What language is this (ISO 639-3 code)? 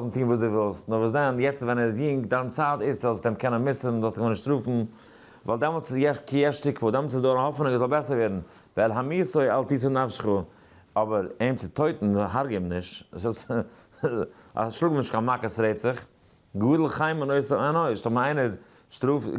yid